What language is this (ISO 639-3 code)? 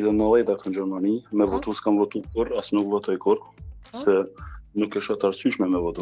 sqi